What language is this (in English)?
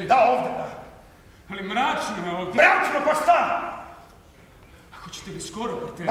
Serbian